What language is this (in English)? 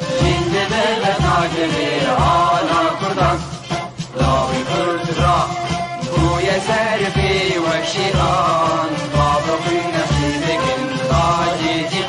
Kurdish